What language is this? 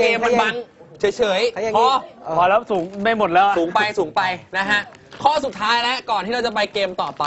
Thai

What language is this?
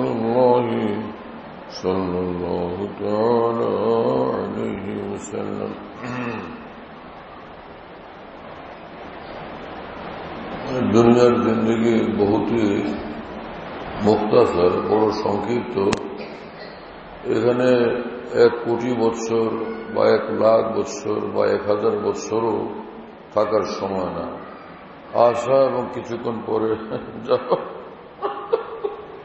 Bangla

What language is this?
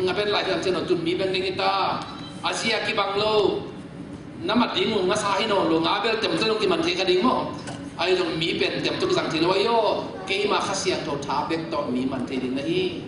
Tedim Chin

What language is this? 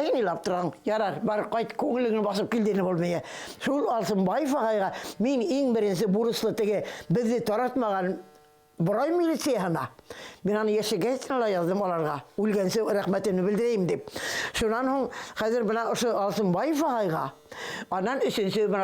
Bashkir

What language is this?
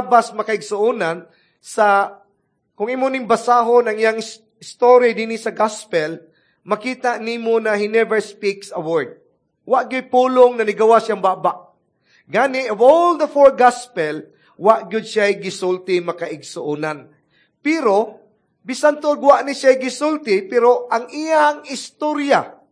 Cebuano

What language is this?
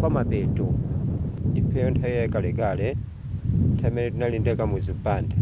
Nyanja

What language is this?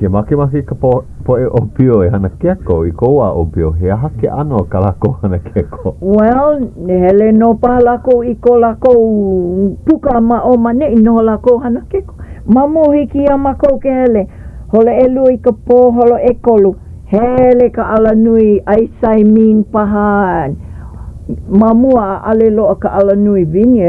Hawaiian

